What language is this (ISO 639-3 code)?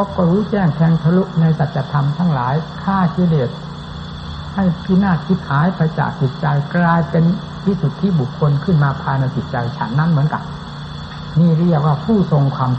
tha